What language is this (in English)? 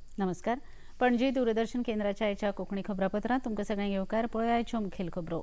Konkani